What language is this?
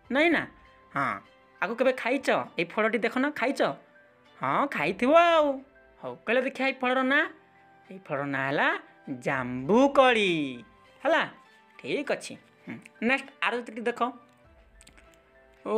Odia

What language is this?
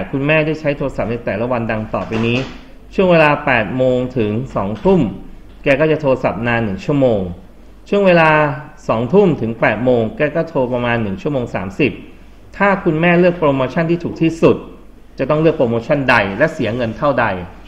Thai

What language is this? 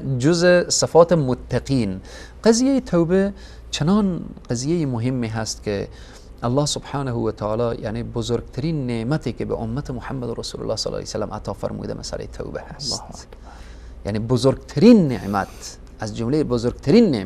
Persian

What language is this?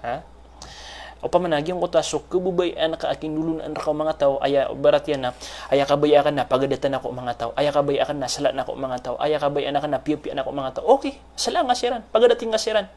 Maranao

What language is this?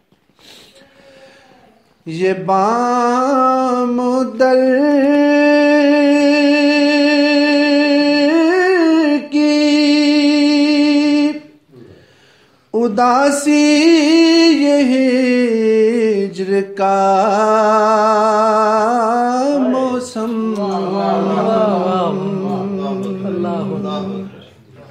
Urdu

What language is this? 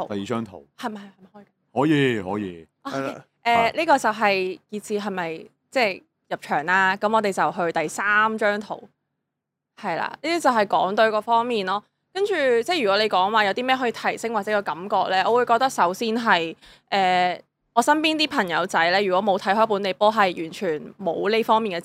Cantonese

